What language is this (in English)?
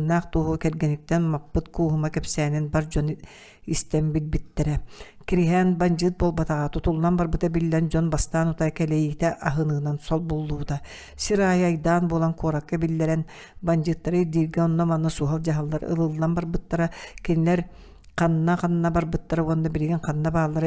Yakut